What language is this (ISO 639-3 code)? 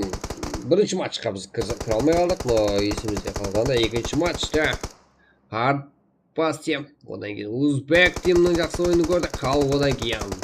kaa